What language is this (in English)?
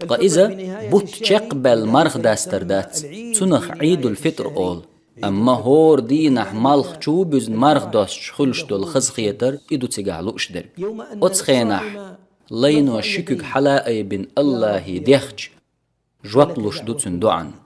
Chechen